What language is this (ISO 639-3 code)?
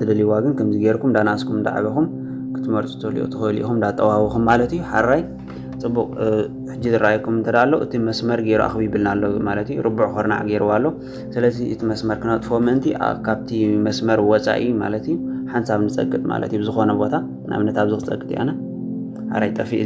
tir